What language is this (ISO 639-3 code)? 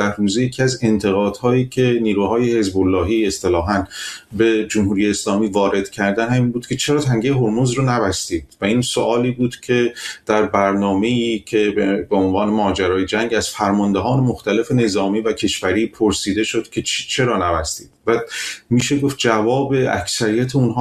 fas